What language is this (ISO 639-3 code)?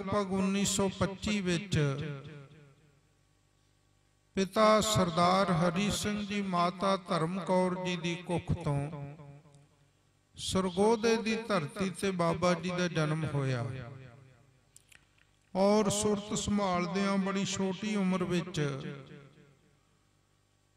pan